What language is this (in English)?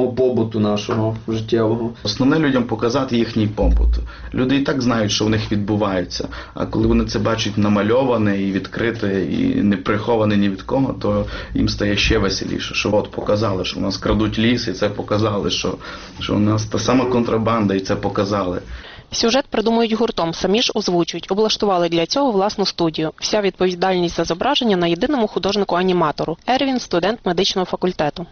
Ukrainian